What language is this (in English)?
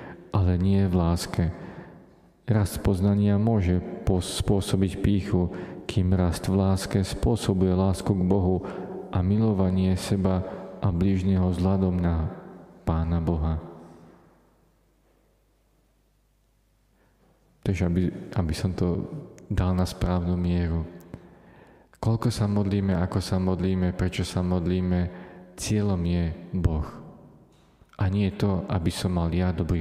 Slovak